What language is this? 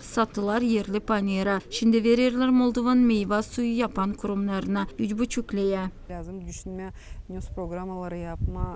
Gagauz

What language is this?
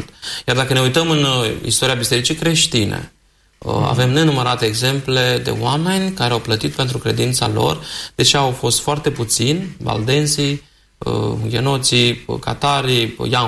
Romanian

